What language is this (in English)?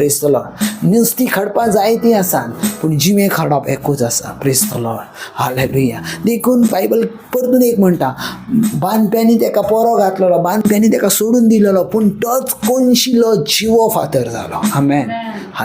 Konkani